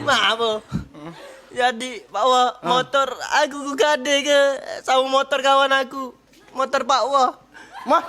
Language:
Musi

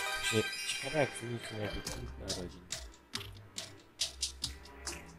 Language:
Polish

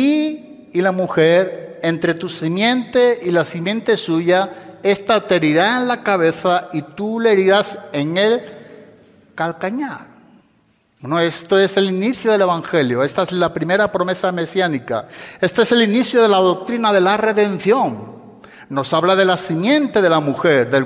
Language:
Spanish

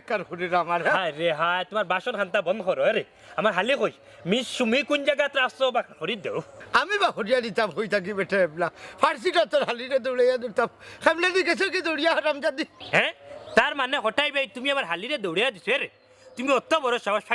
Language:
Sylheti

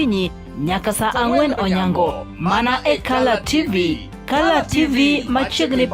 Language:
Luo (Kenya and Tanzania)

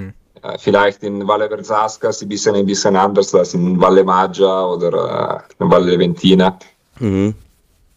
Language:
Swiss German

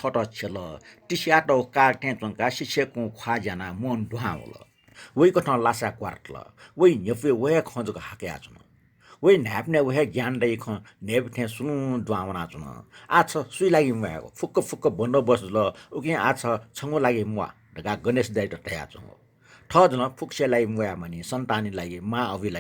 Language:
Newari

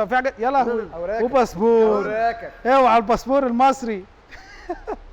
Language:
Egyptian Arabic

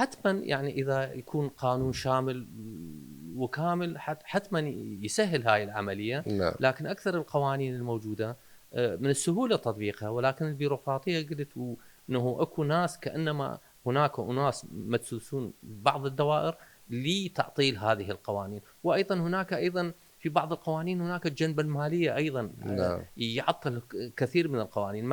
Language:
Mesopotamian Arabic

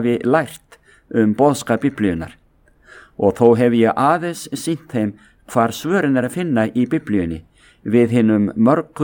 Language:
Icelandic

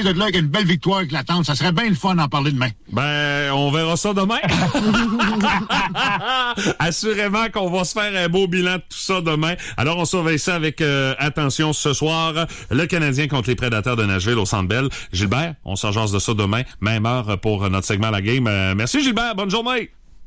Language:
French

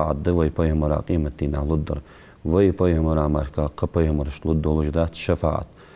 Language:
Ingush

